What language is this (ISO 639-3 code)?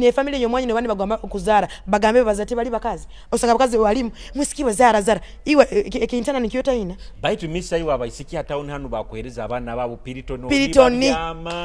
nyo